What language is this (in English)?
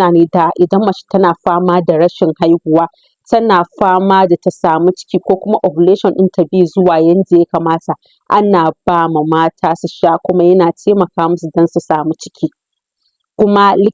Hausa